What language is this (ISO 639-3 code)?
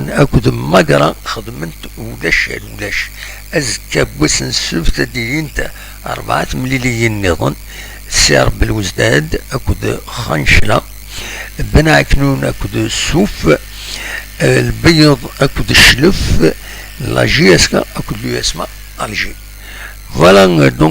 kab